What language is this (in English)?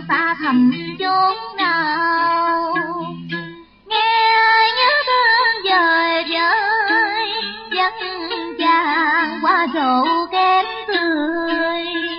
Vietnamese